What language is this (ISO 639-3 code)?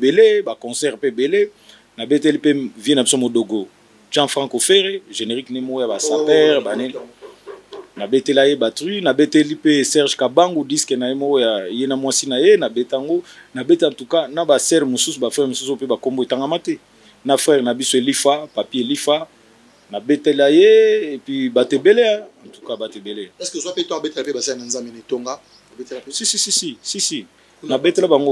lin